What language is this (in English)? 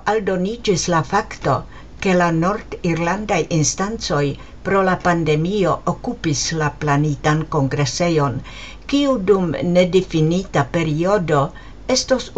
Esperanto